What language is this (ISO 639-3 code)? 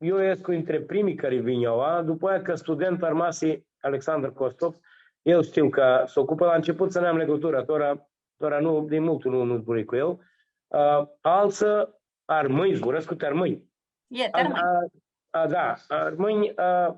rup